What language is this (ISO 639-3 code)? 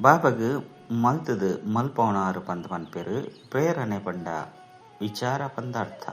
tcy